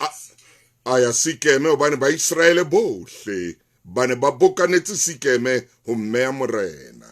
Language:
Southern Sotho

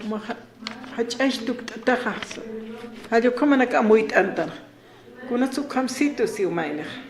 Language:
Aymara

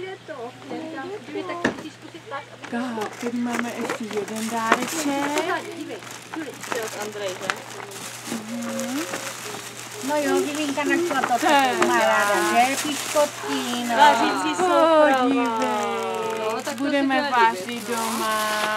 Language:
Czech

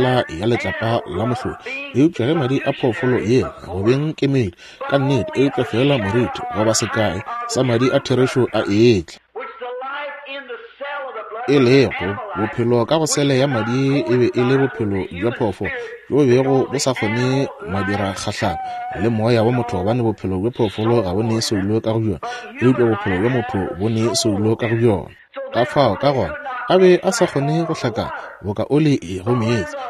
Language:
Northern Sotho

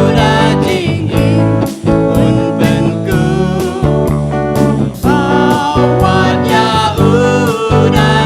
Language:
Khasi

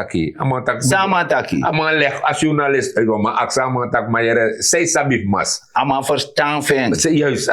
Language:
Sranan Tongo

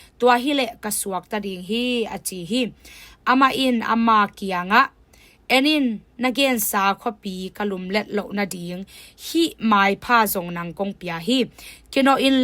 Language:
Tedim Chin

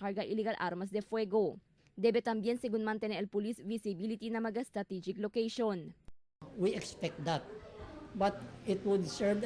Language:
Chavacano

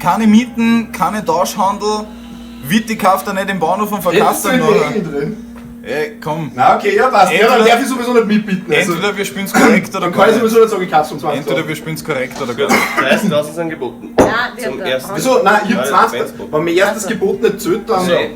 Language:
Bavarian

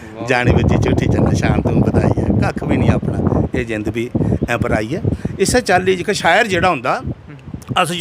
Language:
Dogri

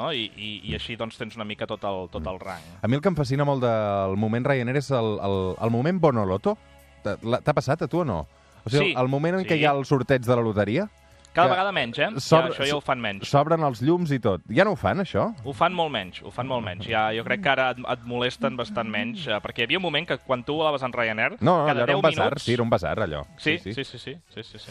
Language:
Catalan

